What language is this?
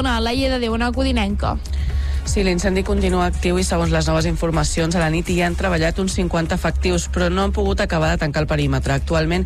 Catalan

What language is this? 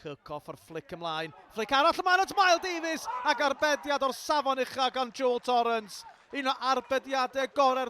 Welsh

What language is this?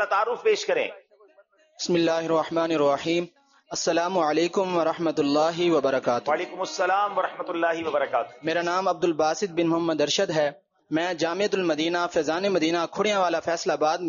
Urdu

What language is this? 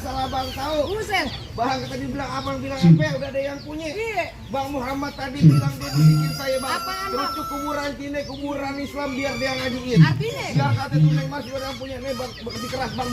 Betawi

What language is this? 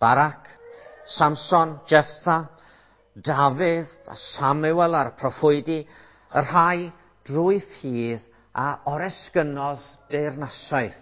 Welsh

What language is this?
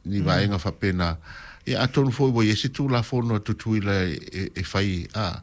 Samoan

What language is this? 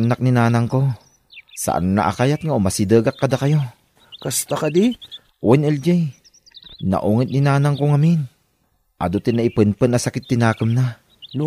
Iloko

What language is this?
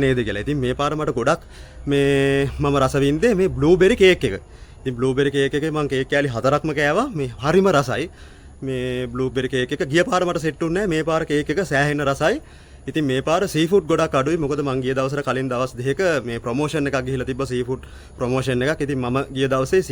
Sinhala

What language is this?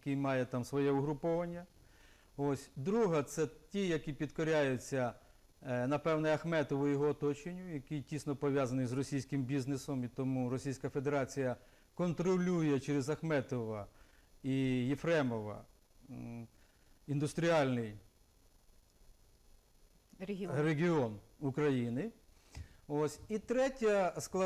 Ukrainian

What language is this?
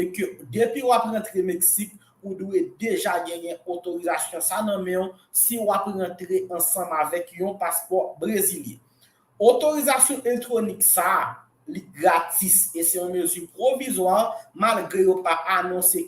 Haitian Creole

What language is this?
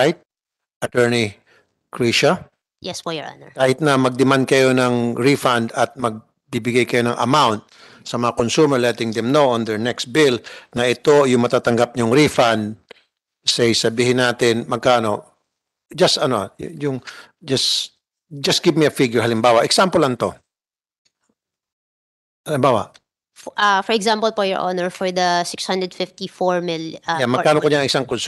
Filipino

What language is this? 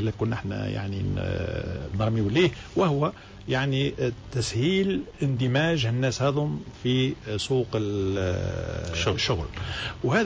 Tunisian Arabic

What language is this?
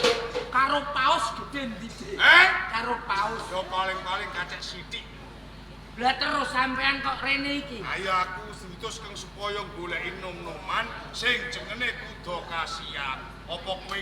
Javanese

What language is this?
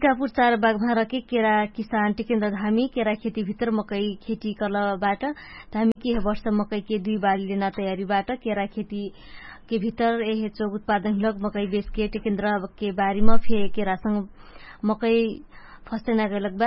Dangaura Tharu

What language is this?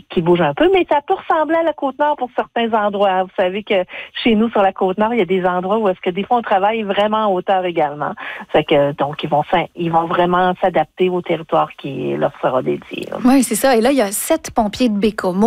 French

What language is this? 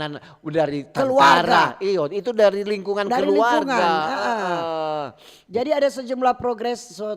Manado Malay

